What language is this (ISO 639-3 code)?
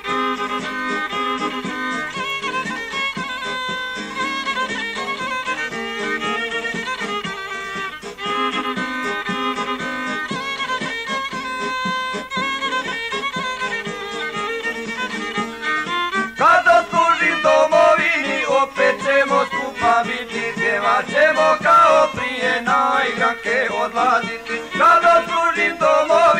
hrv